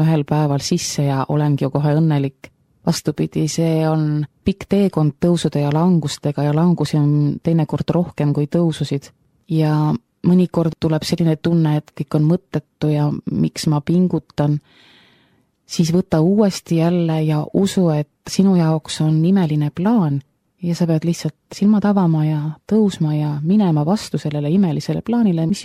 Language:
Estonian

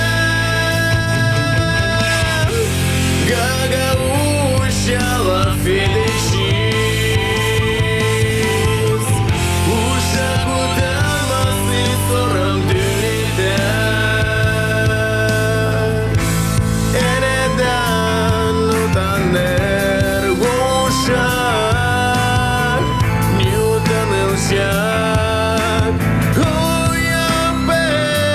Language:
Gagauz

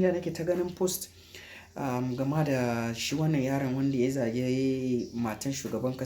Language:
Hausa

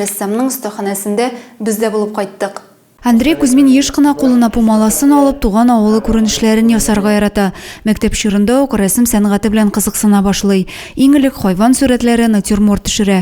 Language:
Tatar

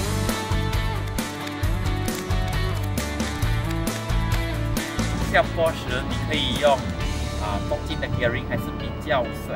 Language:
Chinese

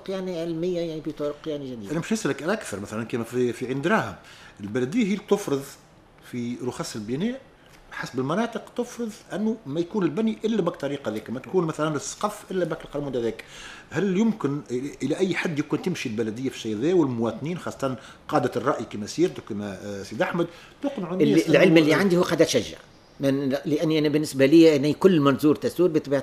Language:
Tunisian Arabic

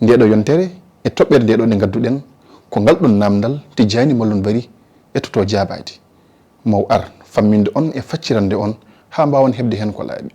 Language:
Fula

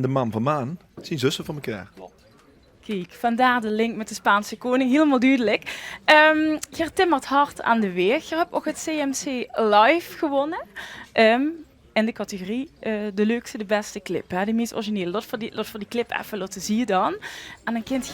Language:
Limburgish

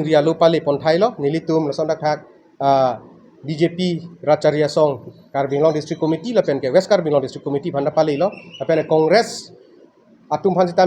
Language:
Karbi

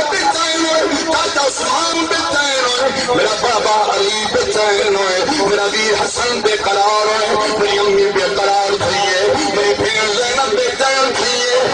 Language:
Saraiki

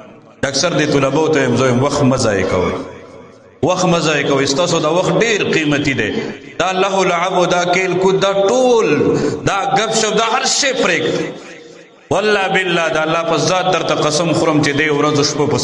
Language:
Pashto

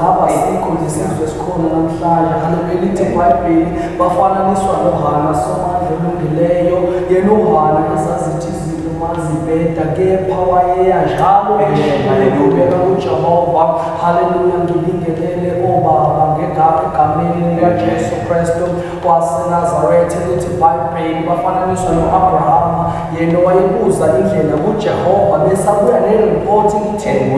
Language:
Zulu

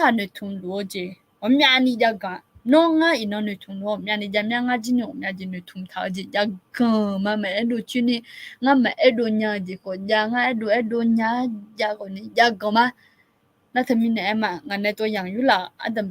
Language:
Akha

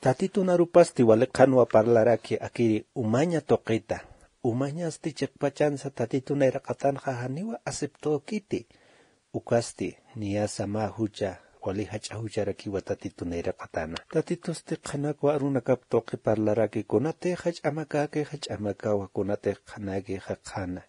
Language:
Aymara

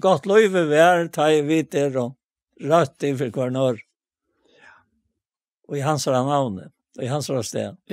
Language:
Faroese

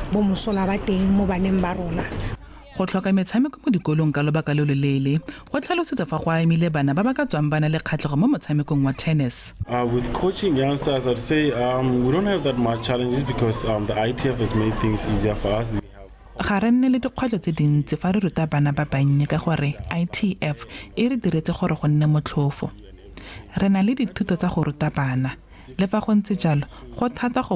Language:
Tswana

